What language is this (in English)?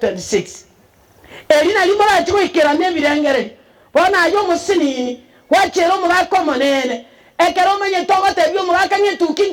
Gusii